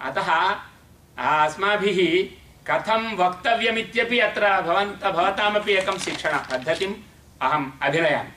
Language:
Sanskrit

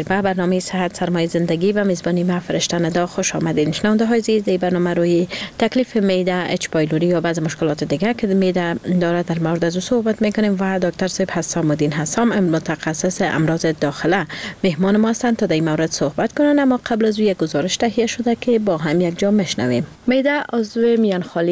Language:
Persian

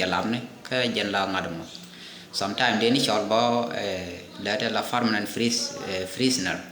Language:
Nuer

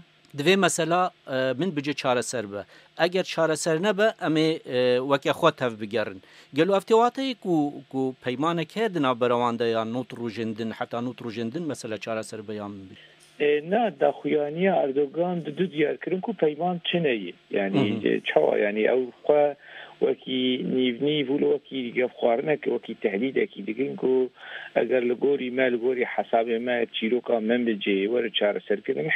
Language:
Kurdish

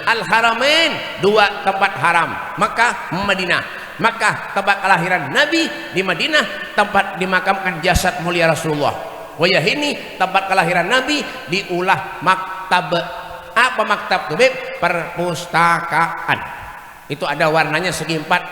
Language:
Banjar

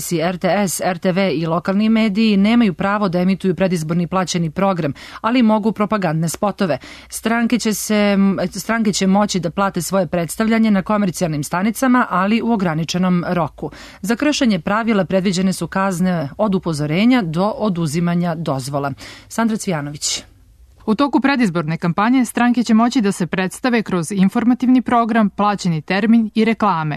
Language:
Serbian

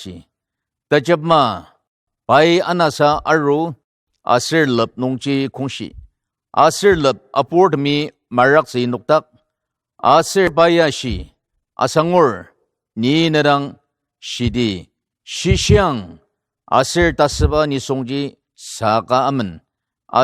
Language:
Ao Naga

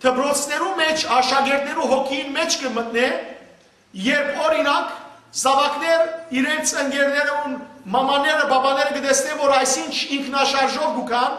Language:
Western Armenian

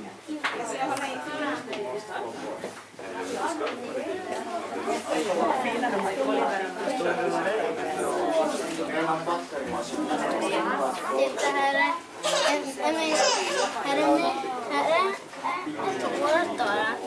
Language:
Swedish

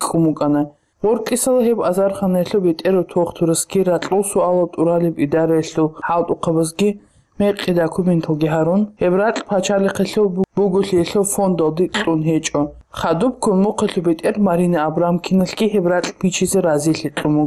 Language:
Avaric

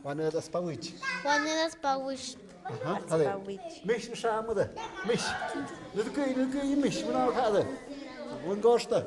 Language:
Tlahuitoltepec Mixe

